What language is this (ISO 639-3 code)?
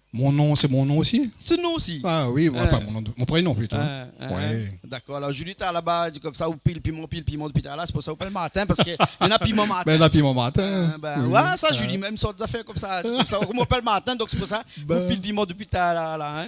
rcf